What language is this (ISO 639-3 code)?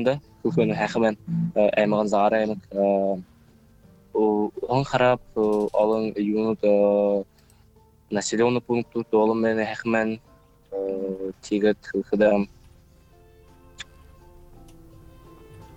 bua